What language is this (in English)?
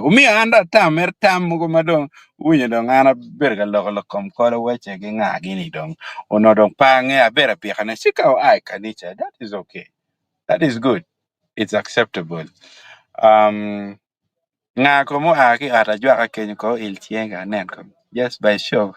Acoli